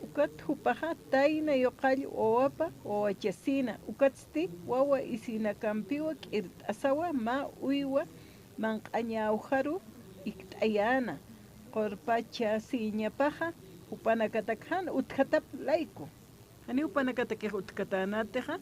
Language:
Aymara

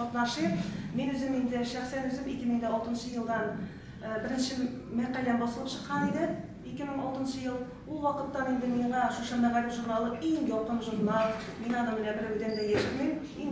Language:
Tatar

